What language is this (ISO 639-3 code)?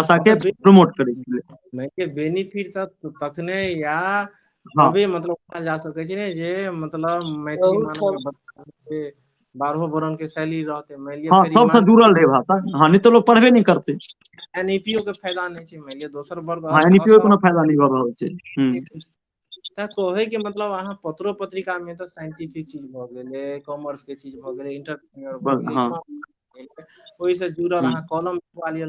mai